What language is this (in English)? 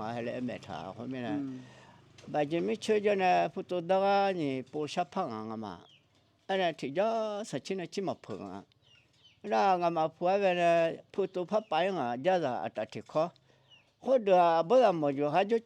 Akha